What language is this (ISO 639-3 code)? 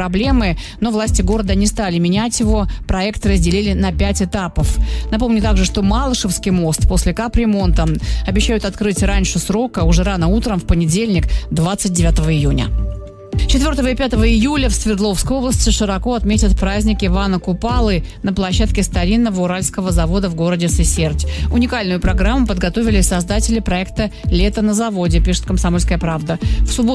rus